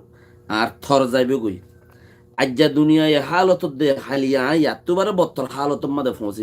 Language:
Rohingya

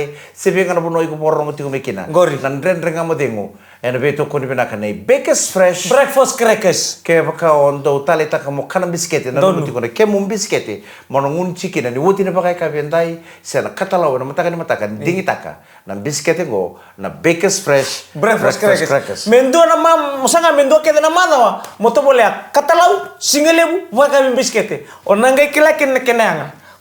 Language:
Fijian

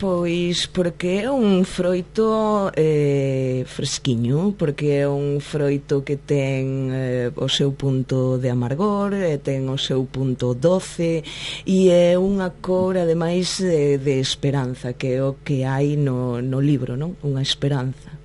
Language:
Galician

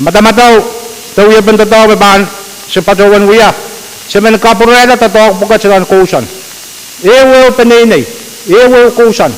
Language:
Pohnpeian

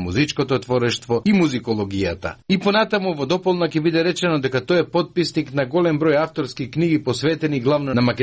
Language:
Macedonian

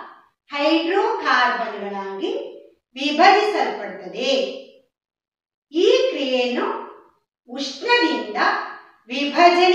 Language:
Kannada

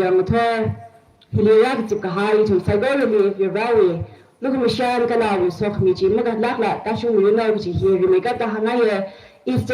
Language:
Tangkhul Naga (India)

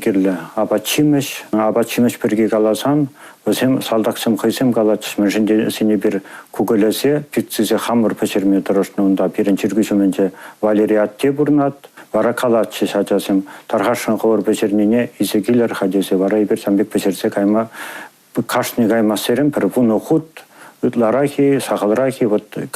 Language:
Chuvash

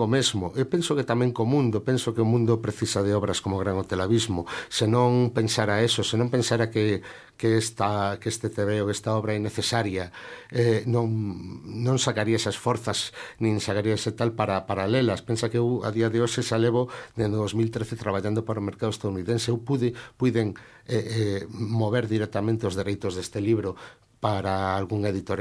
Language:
Galician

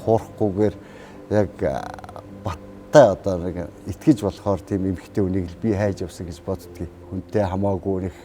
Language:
Mongolian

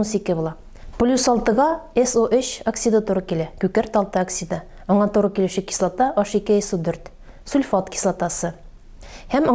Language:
Tatar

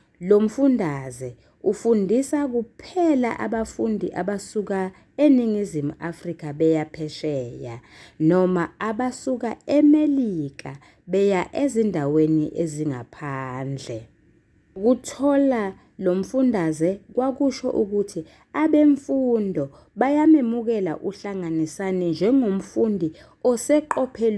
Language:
Zulu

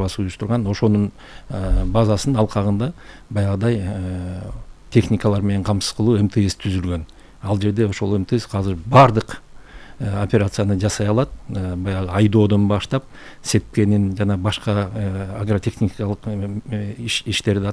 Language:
Kyrgyz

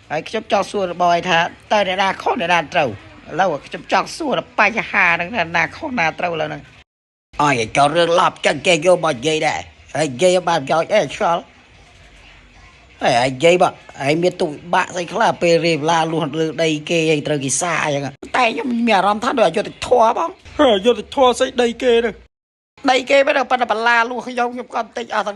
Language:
Khmer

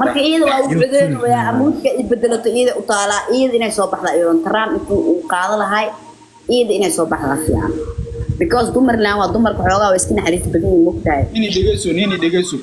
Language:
Somali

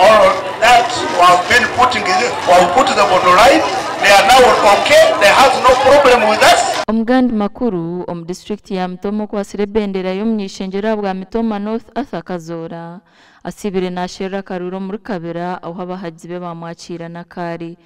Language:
Nyankole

